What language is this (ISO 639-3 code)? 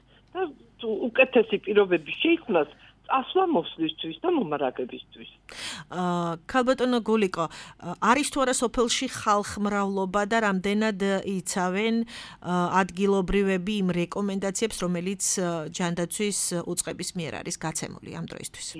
kat